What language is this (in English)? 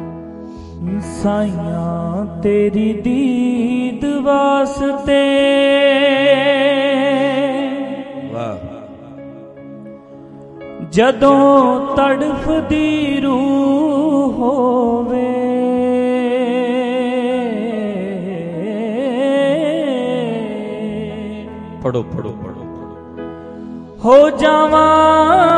Punjabi